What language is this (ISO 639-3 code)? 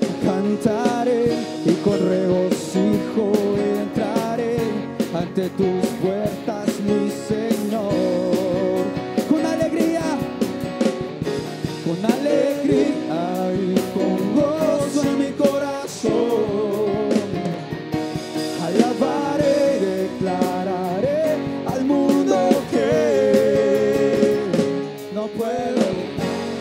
spa